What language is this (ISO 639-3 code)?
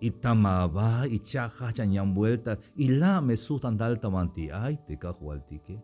tzh